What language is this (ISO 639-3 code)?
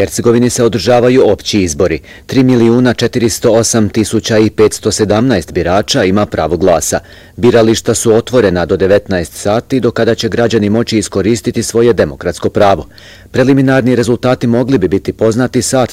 bos